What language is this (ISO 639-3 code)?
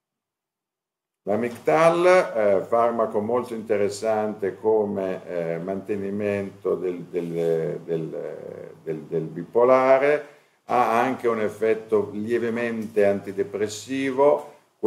ita